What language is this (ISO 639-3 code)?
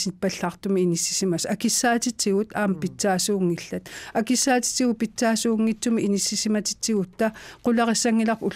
kal